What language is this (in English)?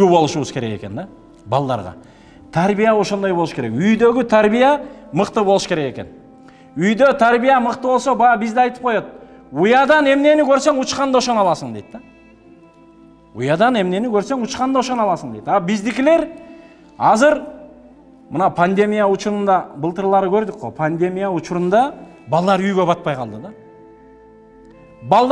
Kyrgyz